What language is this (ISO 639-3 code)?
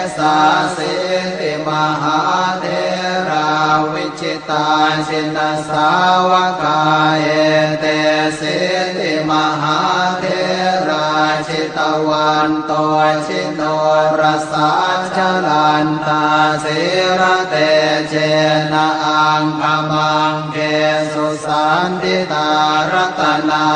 pli